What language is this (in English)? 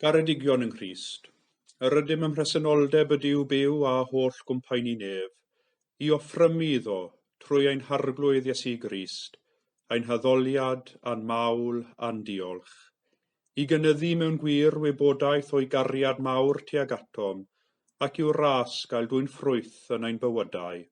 Welsh